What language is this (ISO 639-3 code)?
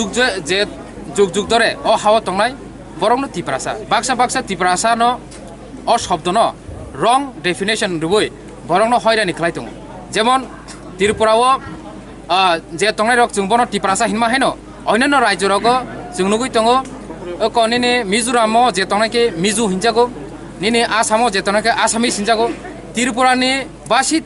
trp